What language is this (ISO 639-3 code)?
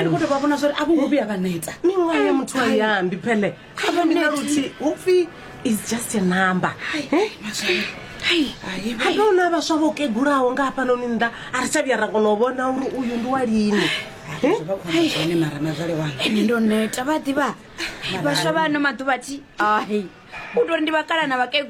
ven